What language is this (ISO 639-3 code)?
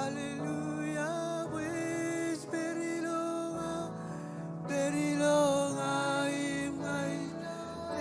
mah